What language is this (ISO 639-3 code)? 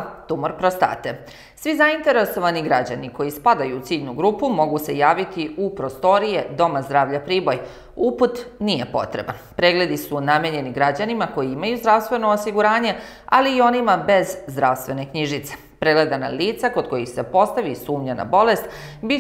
srp